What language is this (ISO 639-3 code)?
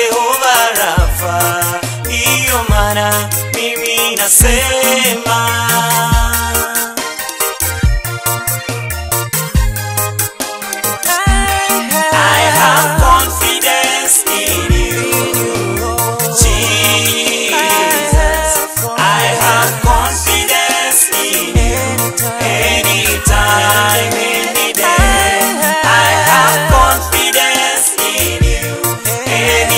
swa